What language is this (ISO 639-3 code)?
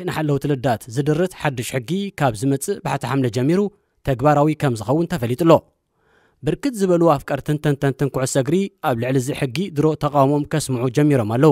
tir